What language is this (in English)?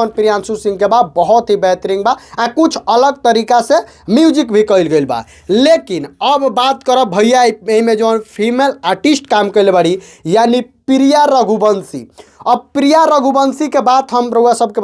Bhojpuri